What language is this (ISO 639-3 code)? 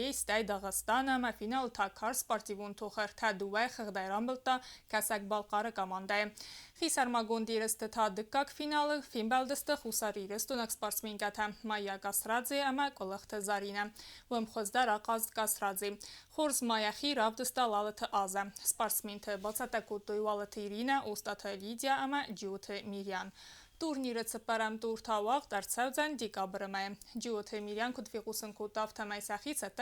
oss